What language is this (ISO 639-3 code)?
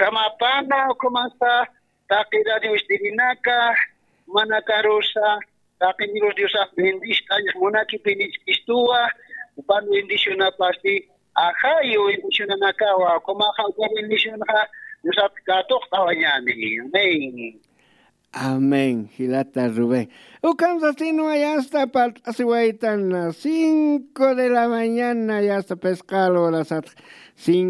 aym